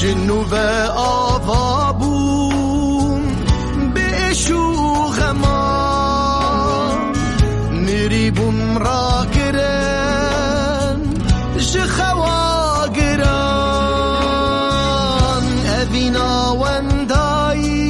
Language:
Kurdish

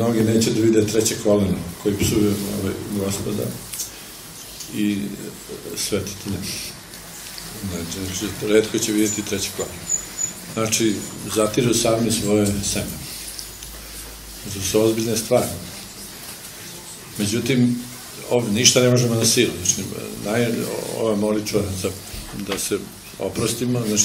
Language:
Serbian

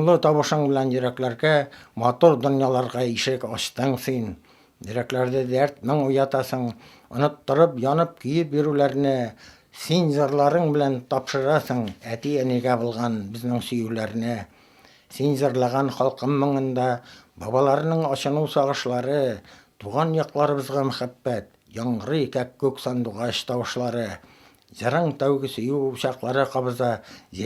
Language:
Bashkir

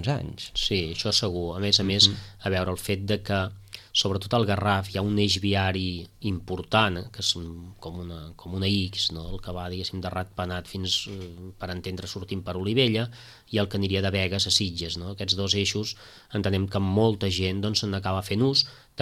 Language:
Catalan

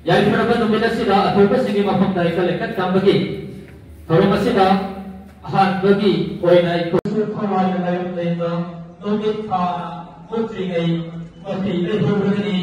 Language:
Manipuri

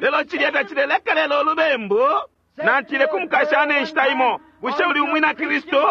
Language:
Bemba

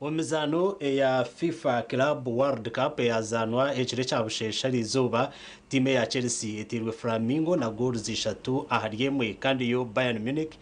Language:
Nyankole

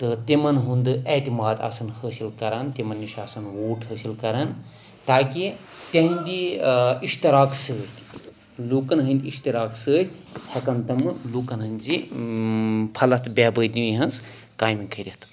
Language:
Kashmiri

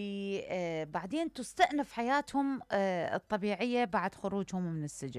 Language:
Mesopotamian Arabic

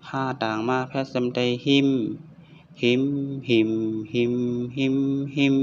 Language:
Shan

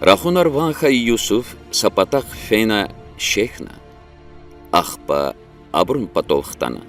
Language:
Lezghian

